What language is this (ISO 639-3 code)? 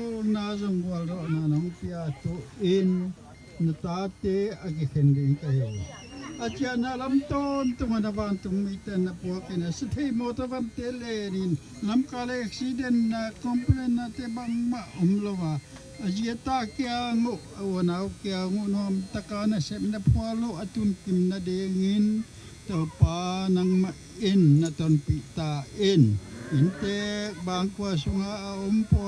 ctd